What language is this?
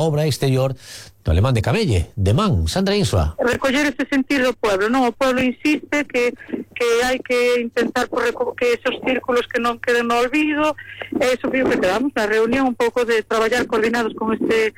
Galician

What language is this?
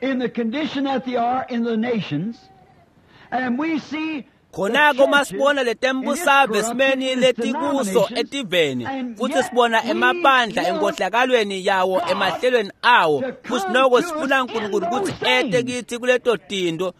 Swati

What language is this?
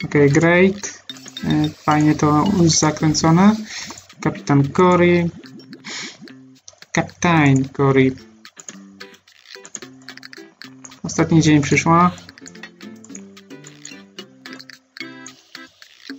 Polish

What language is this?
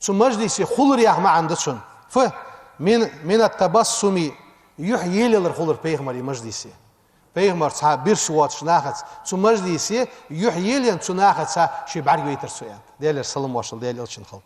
Ingush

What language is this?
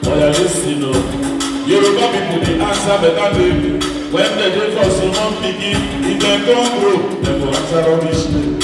Nigerian Pidgin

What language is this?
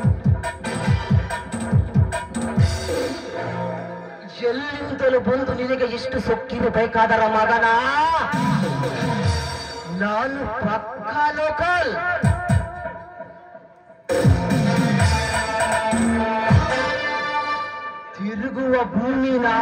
Kannada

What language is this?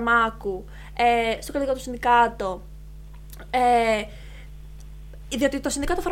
Greek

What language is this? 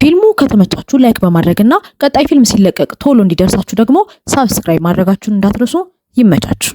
Amharic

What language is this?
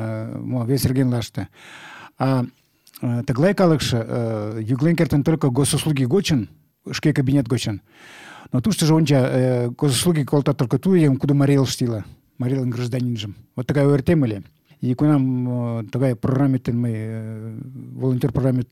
Mari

